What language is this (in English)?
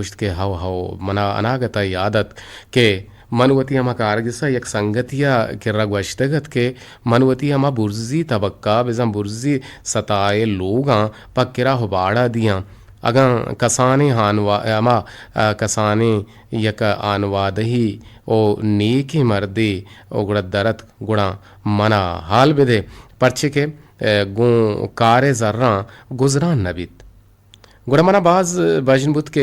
Eastern Balochi